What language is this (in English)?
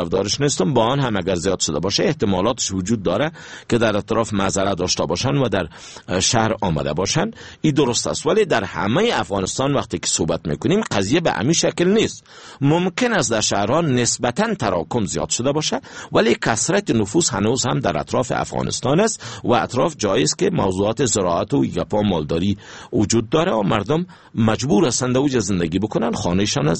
Persian